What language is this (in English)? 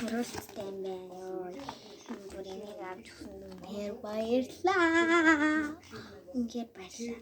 Mongolian